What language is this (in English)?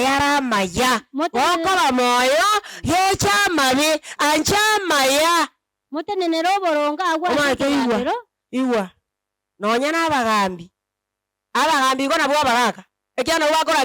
Gusii